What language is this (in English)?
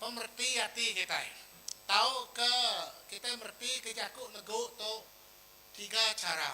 Iban